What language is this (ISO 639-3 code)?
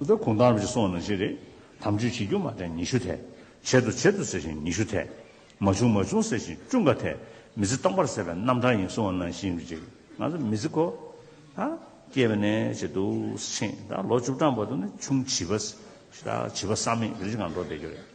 bod